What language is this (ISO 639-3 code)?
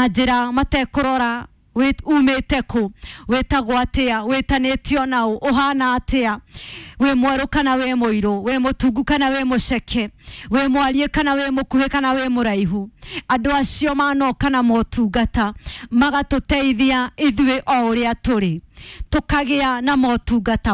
kik